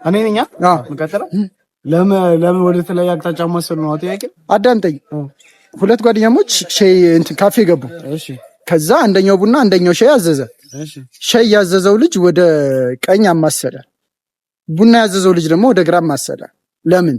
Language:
Amharic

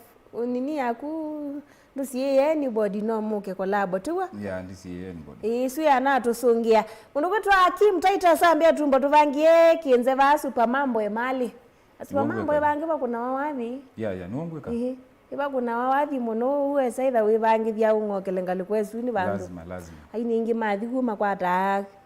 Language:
Kamba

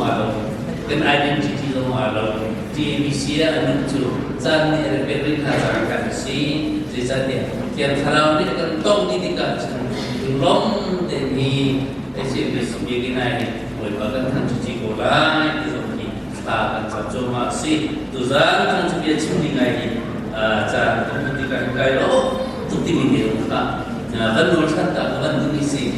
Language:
Hakha Chin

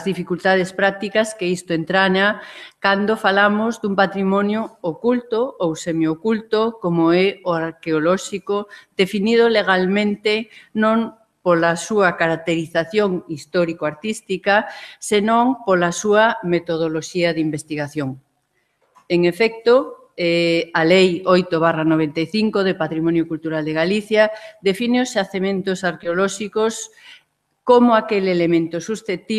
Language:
Galician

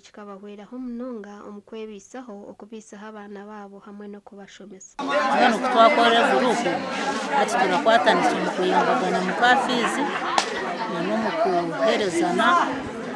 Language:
Nyankole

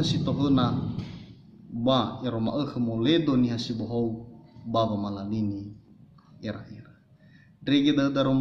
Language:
Nias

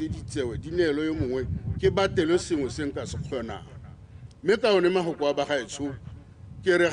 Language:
Tswana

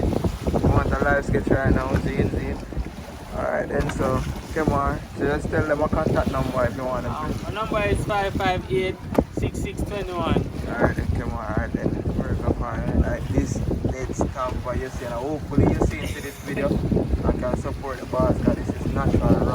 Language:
Jamaican Creole English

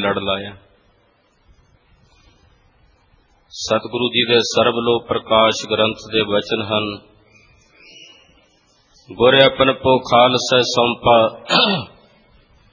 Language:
Punjabi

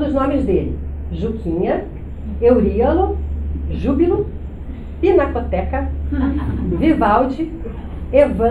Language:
Portuguese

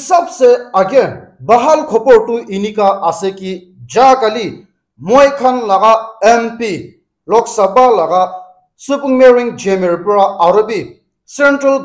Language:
Naga Pidgin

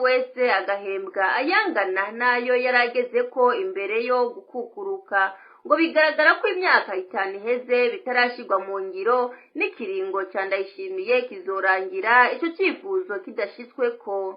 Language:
Rundi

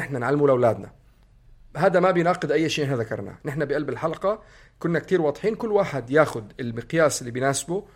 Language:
North Levantine Arabic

